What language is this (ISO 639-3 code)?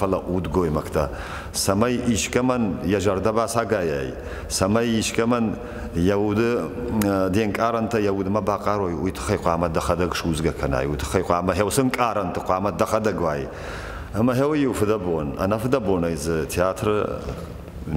oss